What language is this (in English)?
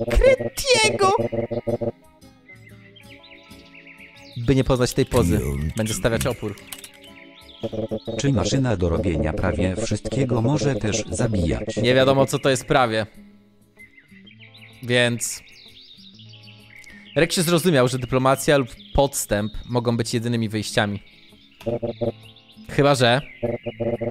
Polish